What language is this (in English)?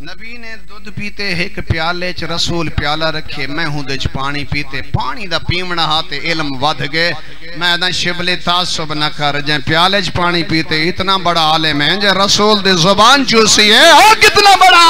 Saraiki